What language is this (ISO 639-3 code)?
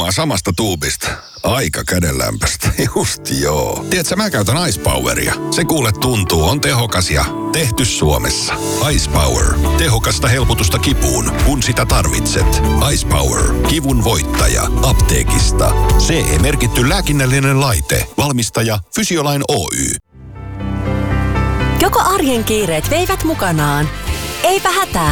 fin